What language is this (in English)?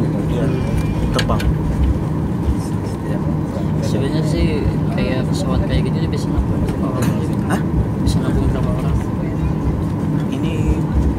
Indonesian